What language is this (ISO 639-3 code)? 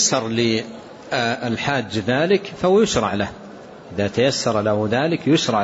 ara